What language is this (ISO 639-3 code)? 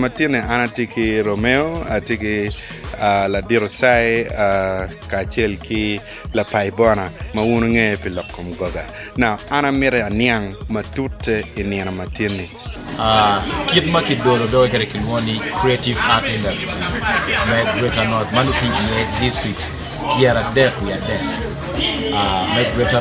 ach